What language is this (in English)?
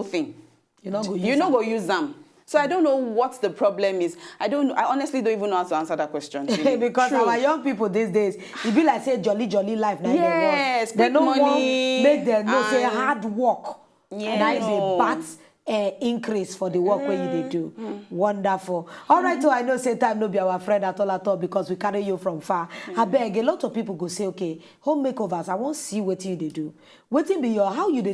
Nigerian Pidgin